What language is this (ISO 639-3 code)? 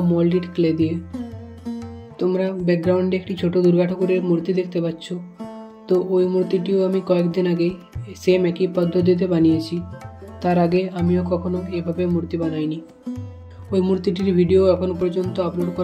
ben